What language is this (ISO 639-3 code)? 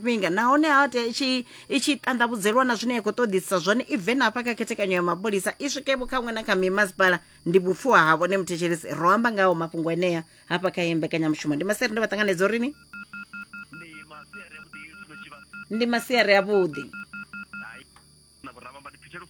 ven